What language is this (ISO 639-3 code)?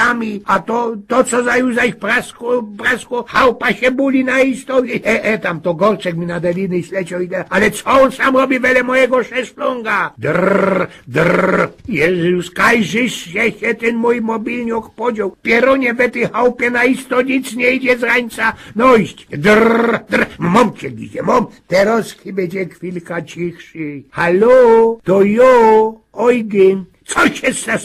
szl